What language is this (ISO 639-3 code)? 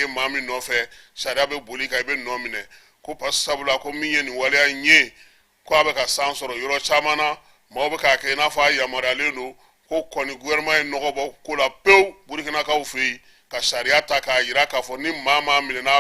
bam